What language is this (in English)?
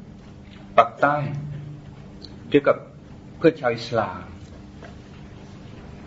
Thai